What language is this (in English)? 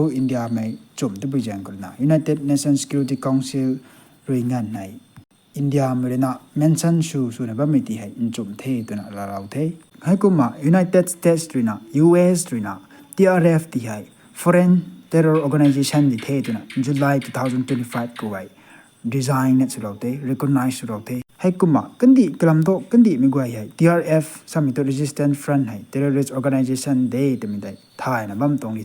Rongmei Naga